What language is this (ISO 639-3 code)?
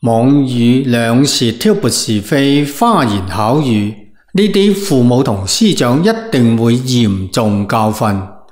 yue